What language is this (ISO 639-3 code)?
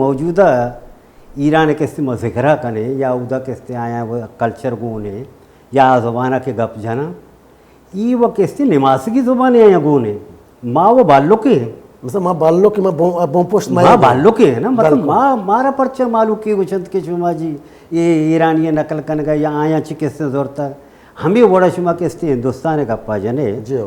bal